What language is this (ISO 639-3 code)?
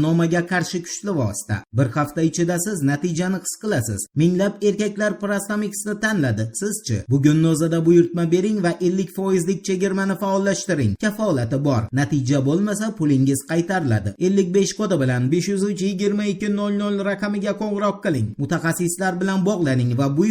uzb